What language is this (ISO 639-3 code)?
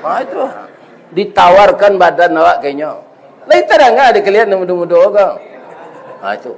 min